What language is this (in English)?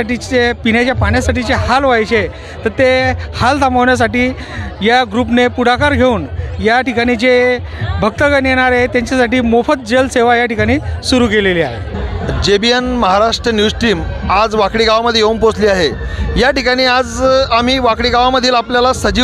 Marathi